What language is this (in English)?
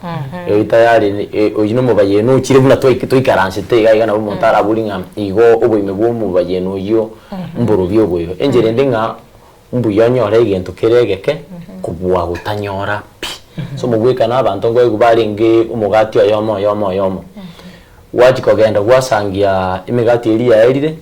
Gusii